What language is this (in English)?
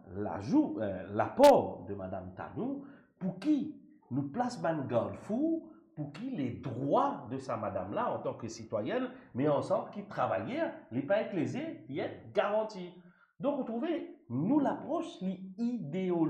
Morisyen